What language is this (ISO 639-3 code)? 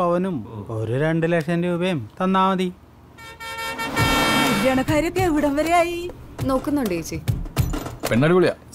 mal